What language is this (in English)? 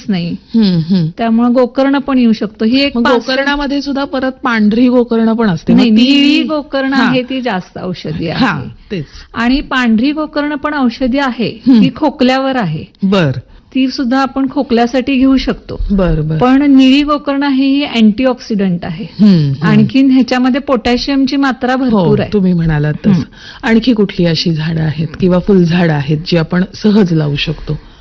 Marathi